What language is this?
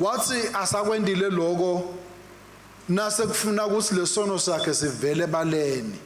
Swati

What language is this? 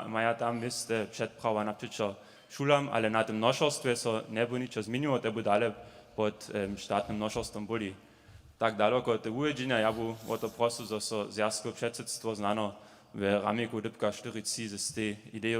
Upper Sorbian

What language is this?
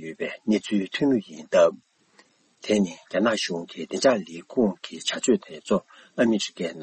Tibetan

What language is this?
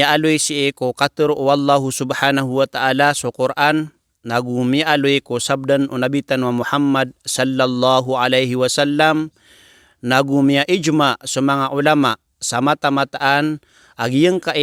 Maranao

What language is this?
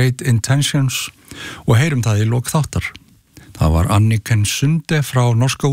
Icelandic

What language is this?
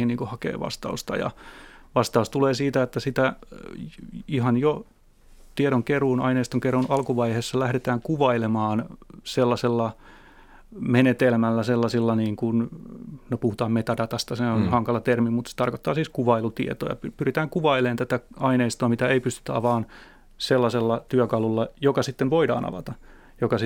Finnish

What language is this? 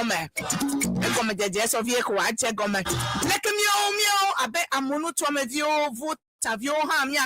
Ewe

